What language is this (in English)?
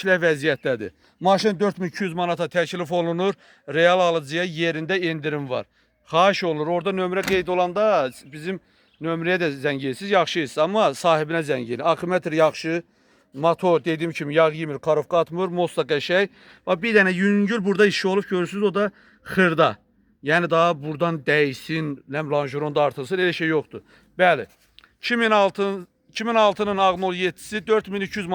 Azerbaijani